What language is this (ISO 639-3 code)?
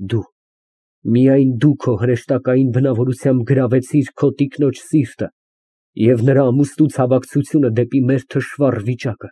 hye